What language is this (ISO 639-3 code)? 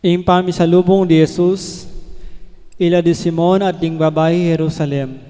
pam